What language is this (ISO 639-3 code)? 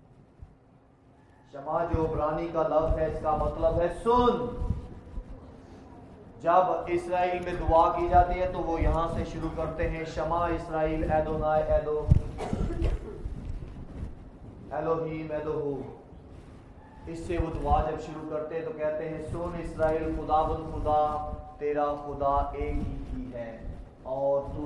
urd